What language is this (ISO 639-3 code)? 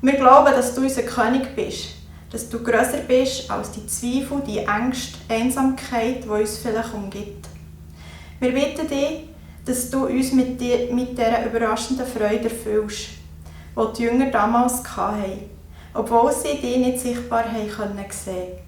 gsw